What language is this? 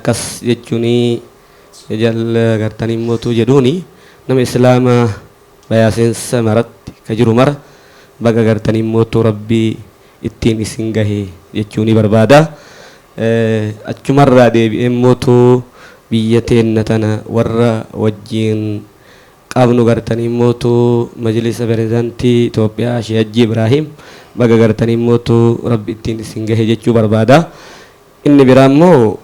Oromo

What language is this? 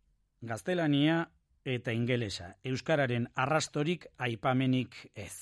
Basque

